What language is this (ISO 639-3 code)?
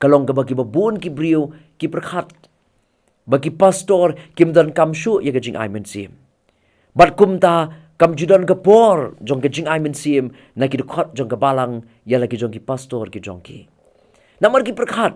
kha